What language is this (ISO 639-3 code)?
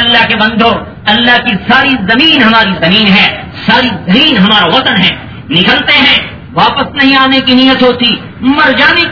urd